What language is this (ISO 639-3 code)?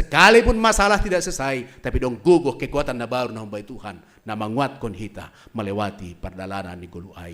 bts